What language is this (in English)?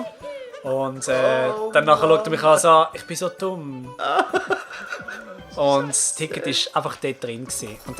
Swiss German